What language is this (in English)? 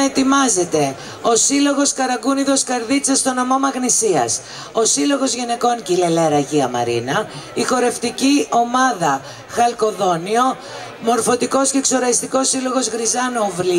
Greek